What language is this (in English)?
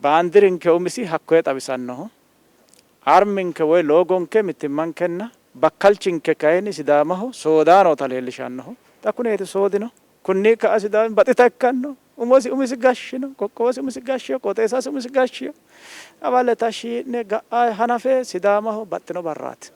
Sidamo